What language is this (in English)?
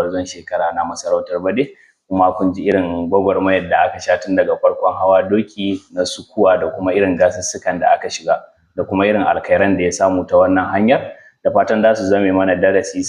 Hausa